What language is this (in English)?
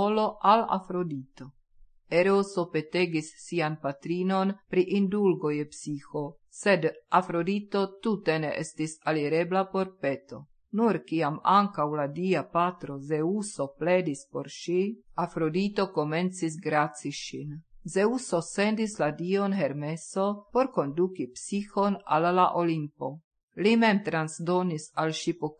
Esperanto